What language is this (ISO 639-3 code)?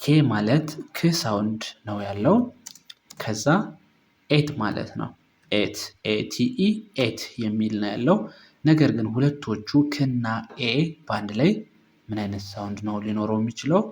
amh